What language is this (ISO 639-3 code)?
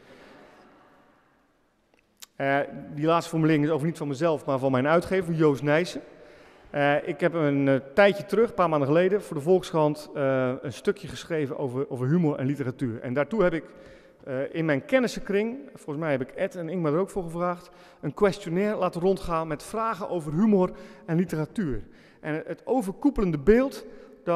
nld